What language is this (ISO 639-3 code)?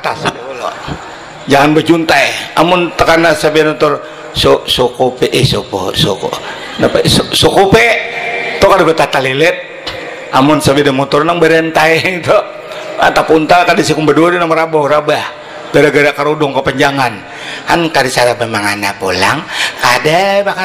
bjn